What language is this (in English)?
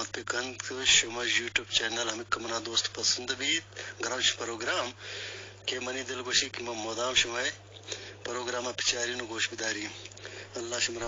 Eastern Balochi